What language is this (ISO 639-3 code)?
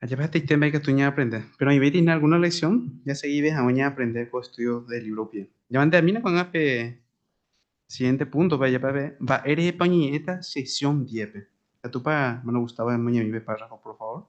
grn